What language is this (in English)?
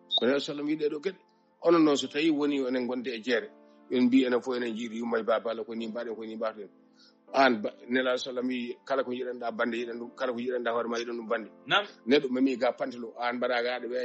Fula